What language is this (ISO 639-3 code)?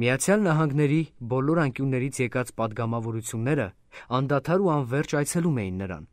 hye